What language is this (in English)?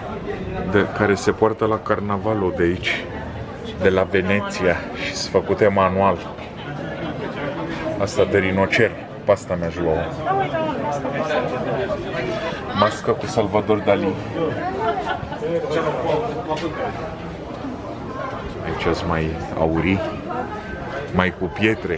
Romanian